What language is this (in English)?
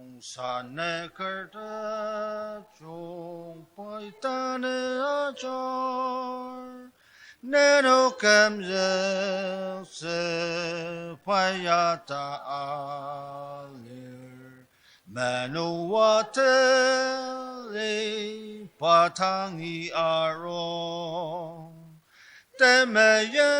Ao Naga